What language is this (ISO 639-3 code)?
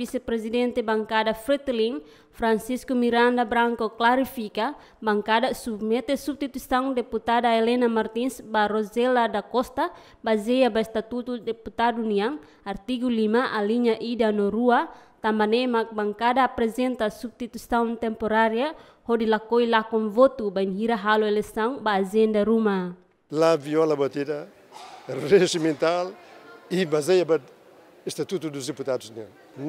tet